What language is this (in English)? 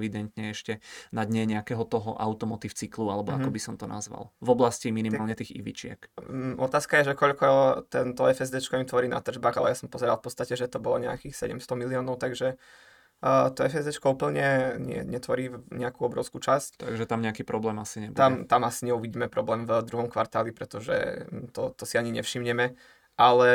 Slovak